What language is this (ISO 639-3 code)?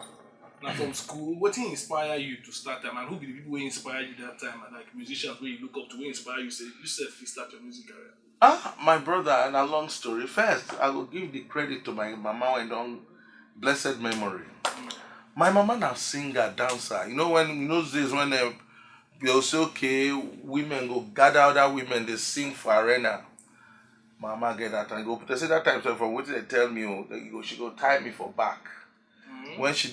pcm